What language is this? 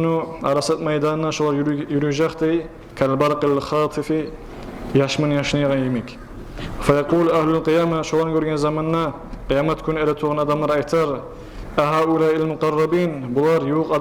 Kumyk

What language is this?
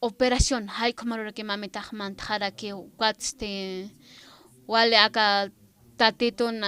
Aymara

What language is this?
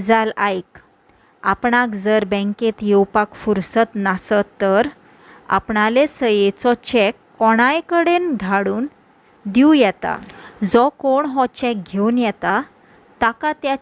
Konkani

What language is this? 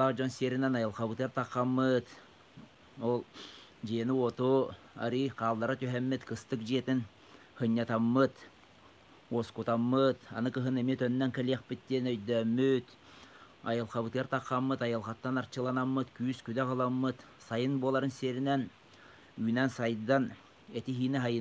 Yakut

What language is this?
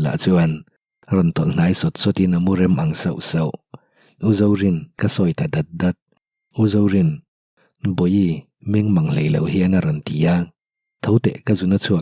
Mizo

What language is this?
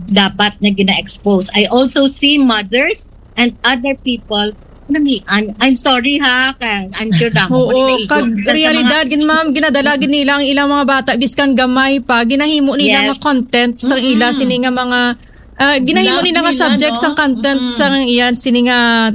Hiligaynon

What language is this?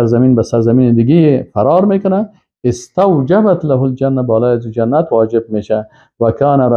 Persian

